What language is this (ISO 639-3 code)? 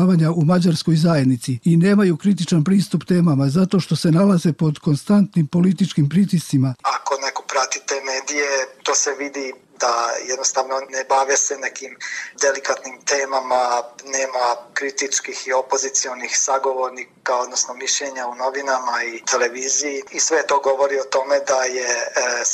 srp